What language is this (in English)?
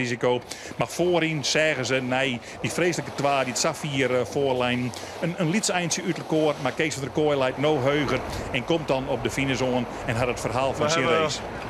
Western Frisian